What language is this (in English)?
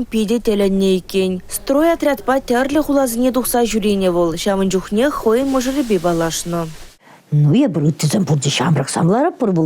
Chuvash